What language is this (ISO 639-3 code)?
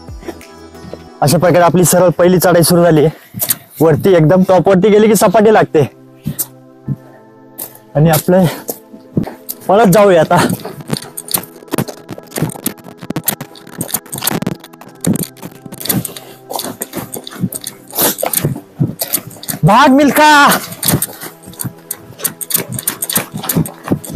mar